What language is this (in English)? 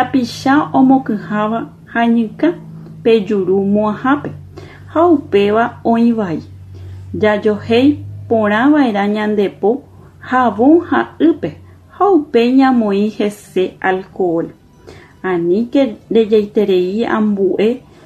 Guarani